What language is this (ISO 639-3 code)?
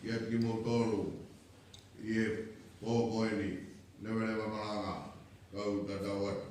ton